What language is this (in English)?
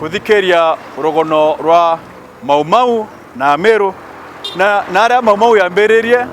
Meru